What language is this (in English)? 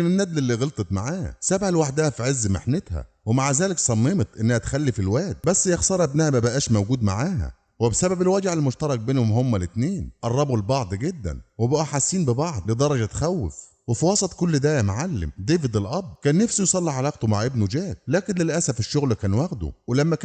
Egyptian Arabic